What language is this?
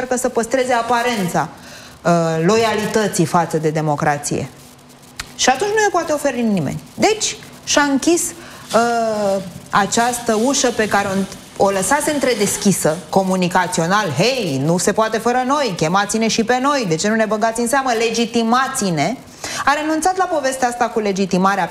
Romanian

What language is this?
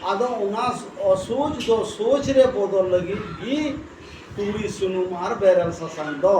Santali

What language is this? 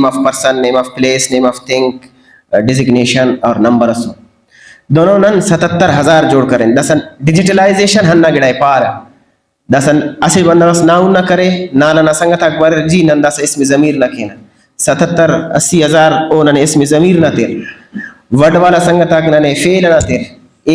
Brahui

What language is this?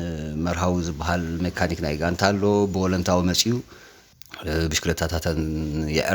Tigrinya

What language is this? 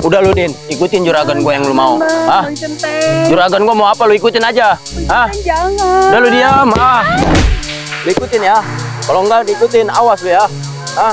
Betawi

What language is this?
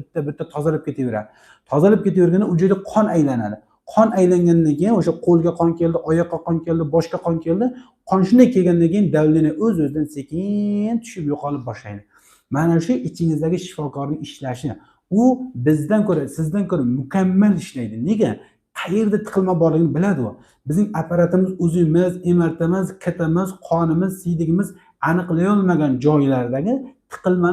Uzbek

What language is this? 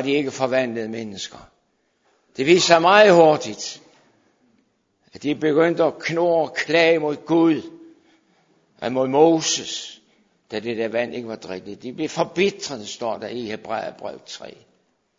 Danish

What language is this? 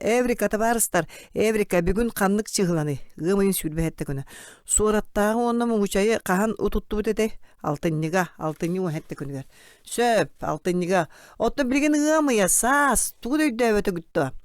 Yakut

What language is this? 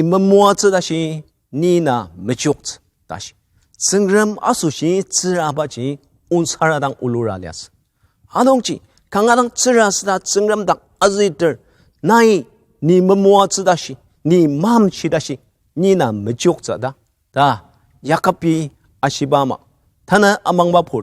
Ao Naga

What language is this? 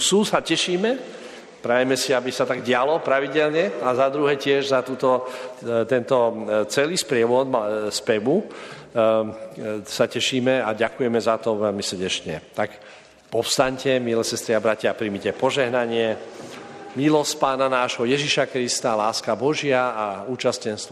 Slovak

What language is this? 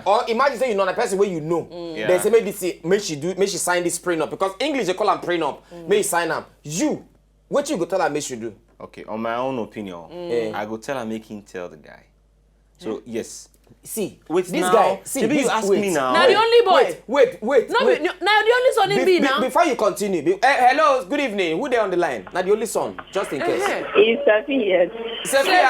Nigerian Pidgin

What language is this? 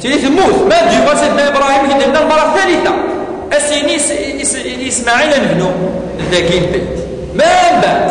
Kabyle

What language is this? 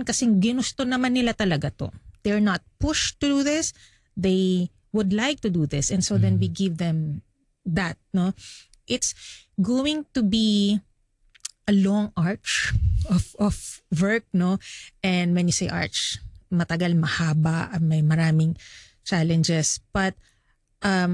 Filipino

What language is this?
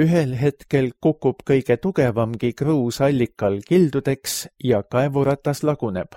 Estonian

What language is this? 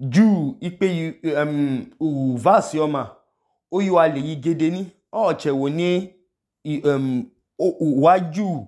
Idoma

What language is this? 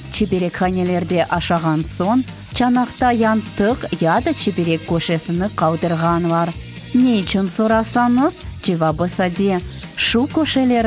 Crimean Tatar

